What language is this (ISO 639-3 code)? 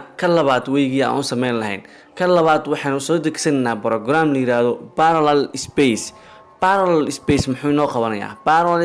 som